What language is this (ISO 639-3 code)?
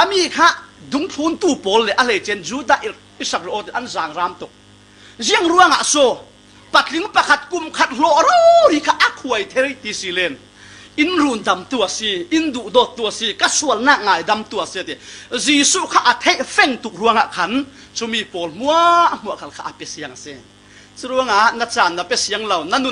cfm